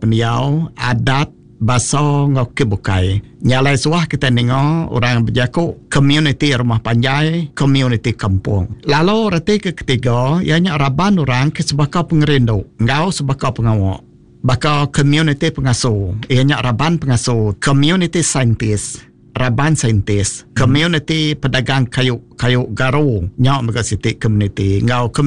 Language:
Iban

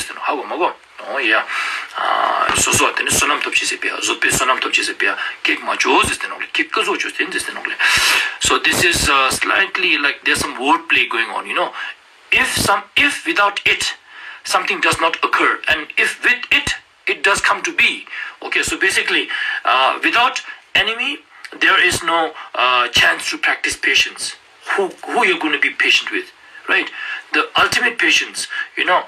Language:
Ladakhi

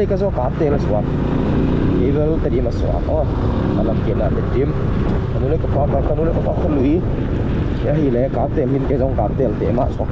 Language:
Tedim Chin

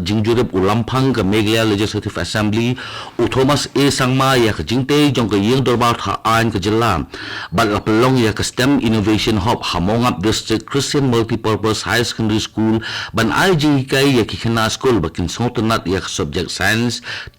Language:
Khasi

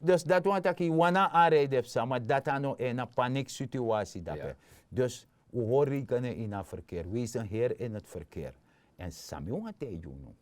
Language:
Sranan Tongo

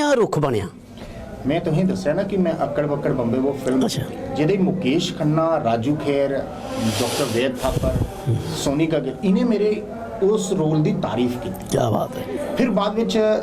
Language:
Dogri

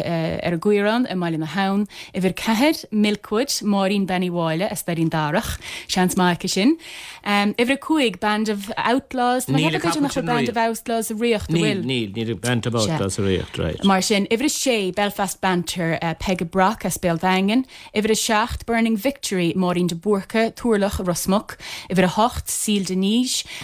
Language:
Irish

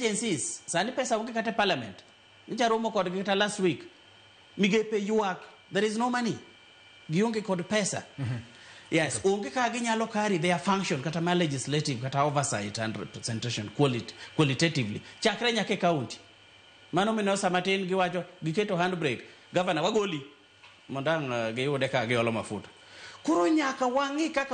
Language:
Luo (Kenya and Tanzania)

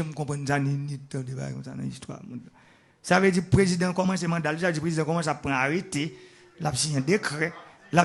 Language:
Haitian Creole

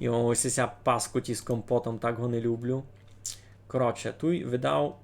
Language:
Rusyn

